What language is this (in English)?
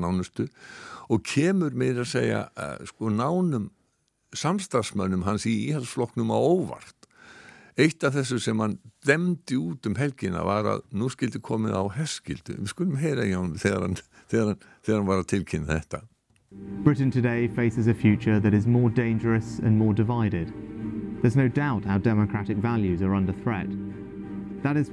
Icelandic